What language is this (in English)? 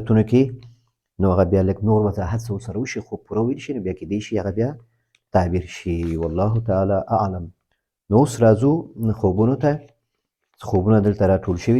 Pashto